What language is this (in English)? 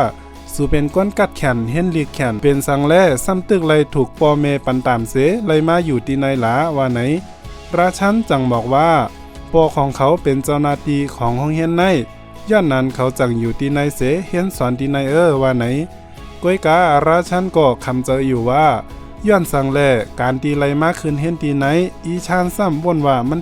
Shan